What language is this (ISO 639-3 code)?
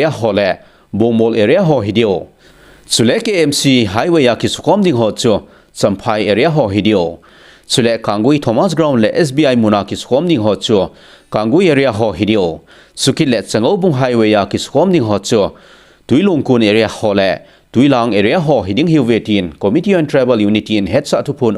tcz